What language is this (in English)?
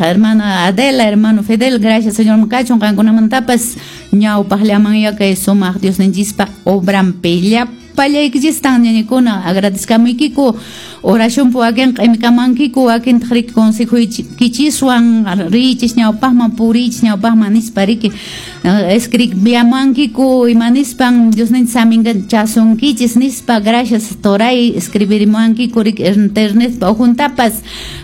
Quechua